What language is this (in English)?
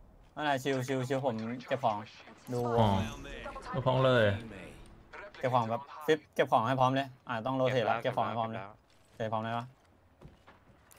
Thai